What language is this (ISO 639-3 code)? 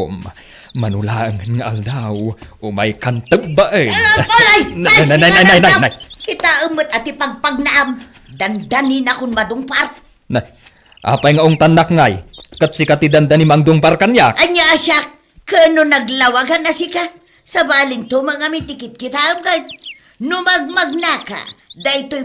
ilo